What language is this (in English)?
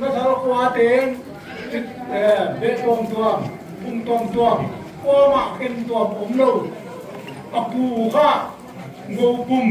Paite Chin